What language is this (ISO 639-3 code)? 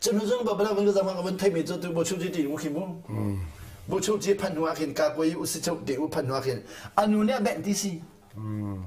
cnh